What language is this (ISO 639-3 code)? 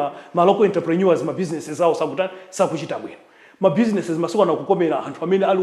nya